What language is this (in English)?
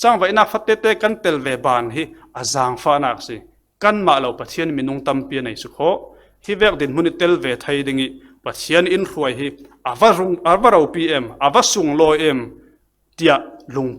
Falam Chin